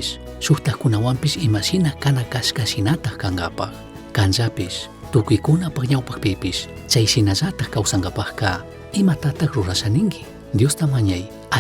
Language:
Chimborazo Highland Quichua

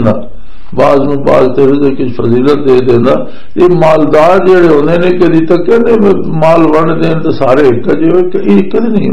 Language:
Western Panjabi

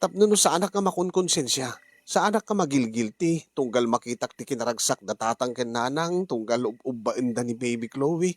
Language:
Iloko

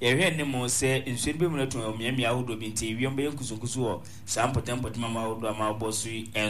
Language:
Akan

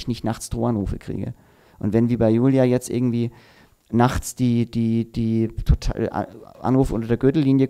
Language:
German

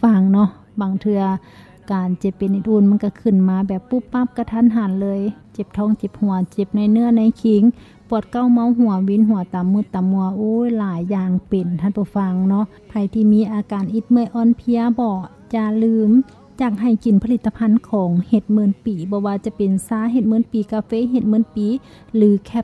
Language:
Lao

